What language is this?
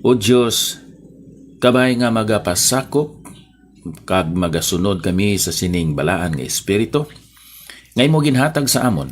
Hiligaynon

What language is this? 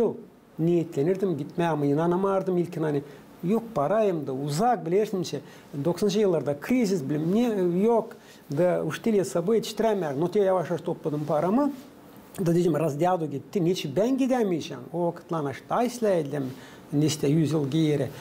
Gagauz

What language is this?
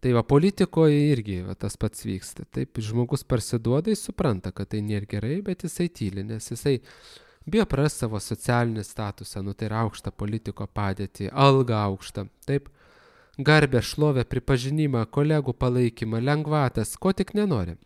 Lithuanian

